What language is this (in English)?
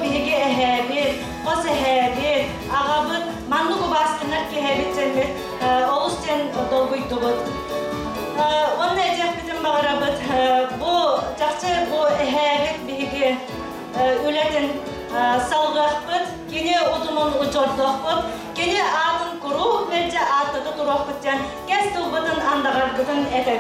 Yakut